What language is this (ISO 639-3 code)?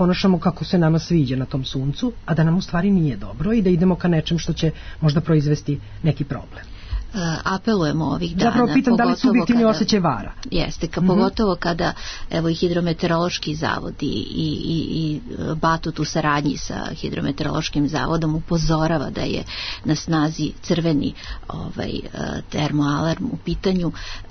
srp